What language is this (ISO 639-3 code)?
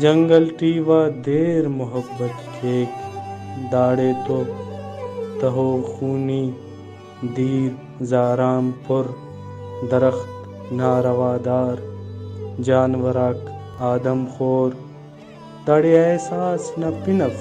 brh